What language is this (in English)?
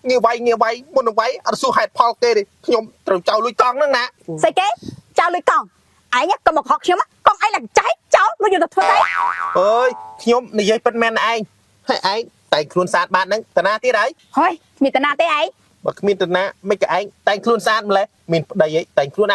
Khmer